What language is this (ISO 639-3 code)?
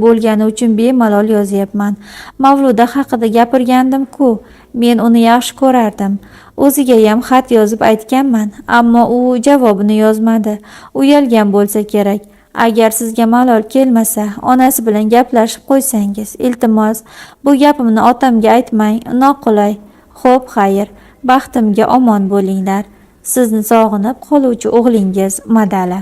uzb